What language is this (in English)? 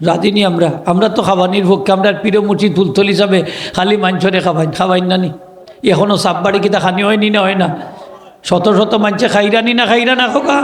Sylheti